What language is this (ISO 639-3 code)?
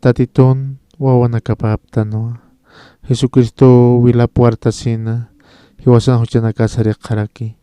aym